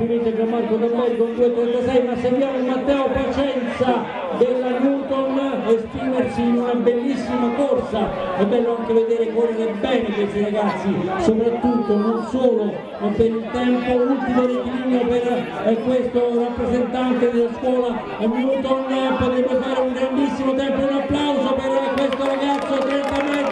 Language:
Italian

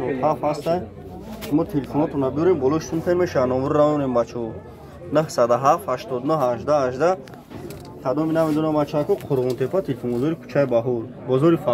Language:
Tajik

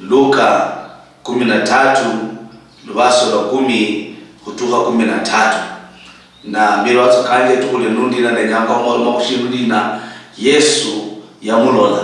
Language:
Luyia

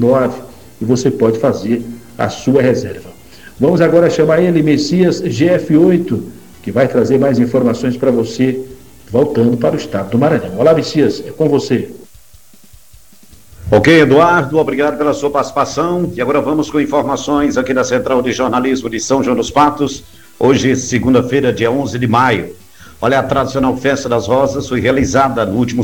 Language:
Portuguese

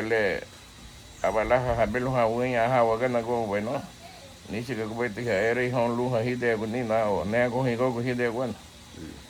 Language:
Garifuna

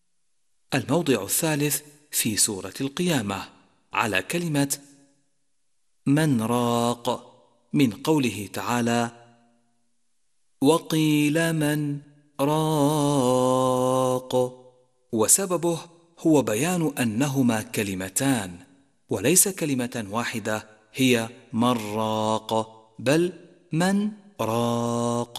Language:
Arabic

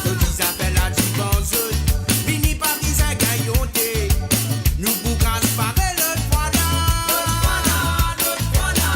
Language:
Morisyen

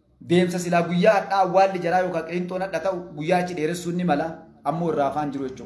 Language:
Oromo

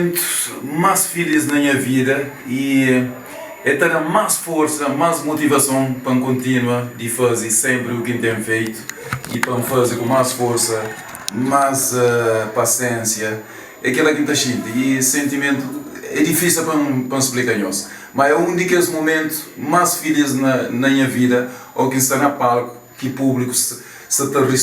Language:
Kabuverdianu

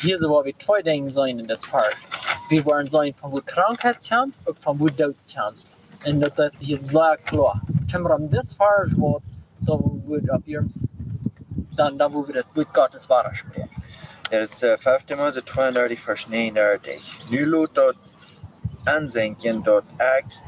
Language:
Plautdietsch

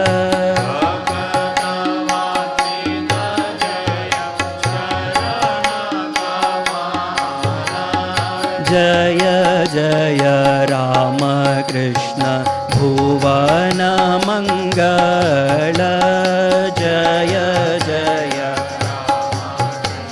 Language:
Telugu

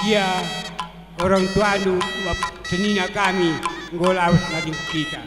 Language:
Batak Karo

